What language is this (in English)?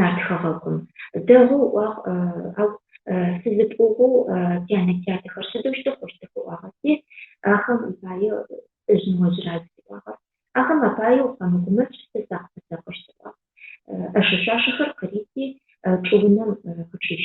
Adyghe